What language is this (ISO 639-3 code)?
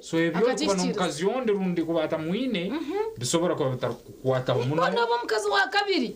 nyn